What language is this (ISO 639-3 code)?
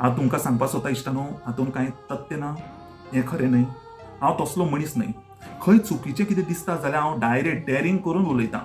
kok